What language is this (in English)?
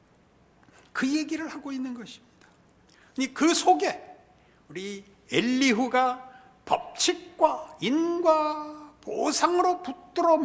Korean